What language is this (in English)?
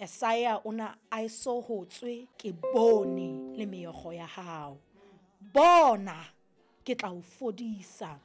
Southern Sotho